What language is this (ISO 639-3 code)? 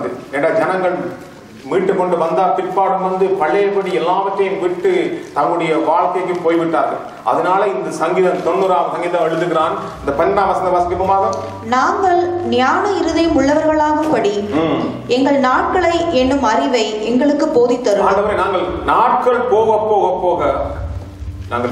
tam